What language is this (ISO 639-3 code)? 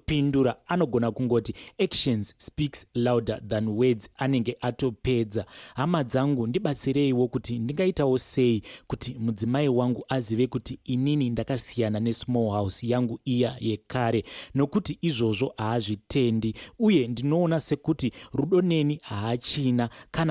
sna